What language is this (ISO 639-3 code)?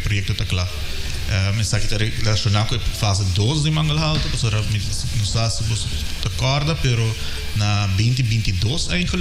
pap